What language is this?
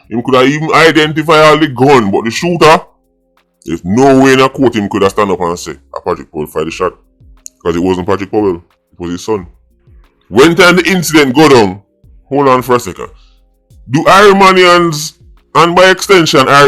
Jamaican Creole English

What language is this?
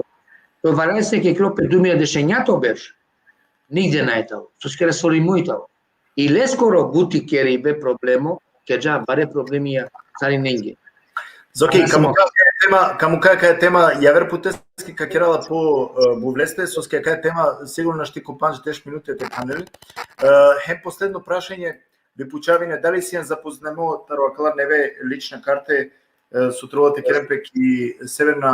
Balkan Romani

